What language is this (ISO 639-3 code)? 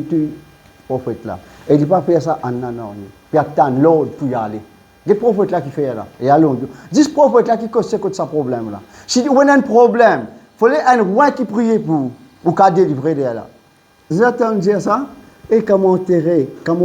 mfe